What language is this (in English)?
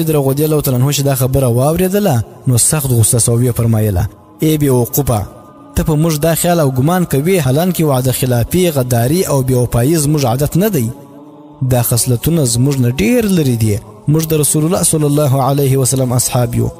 Pashto